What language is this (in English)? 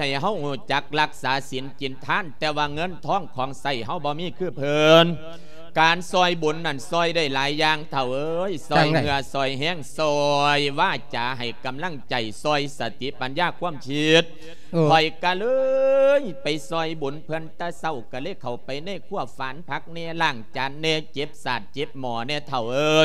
Lao